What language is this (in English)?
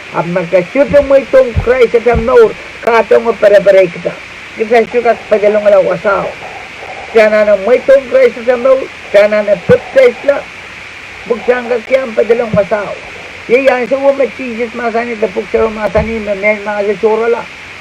Pohnpeian